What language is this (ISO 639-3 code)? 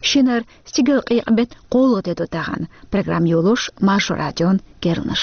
che